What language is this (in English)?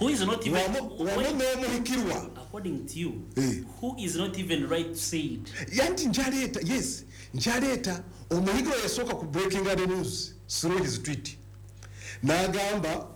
Ganda